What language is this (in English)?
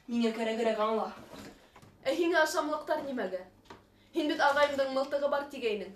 Bashkir